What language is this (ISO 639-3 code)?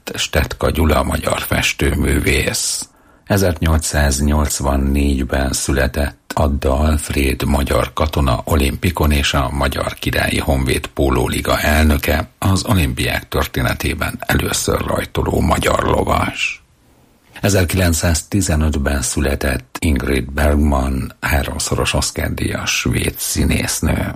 hun